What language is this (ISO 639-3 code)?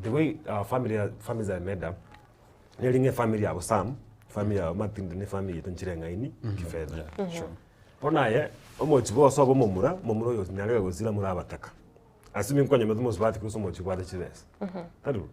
guz